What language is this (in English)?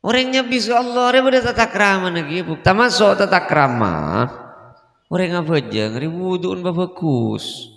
Madurese